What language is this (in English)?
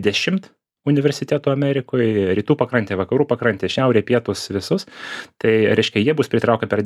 Lithuanian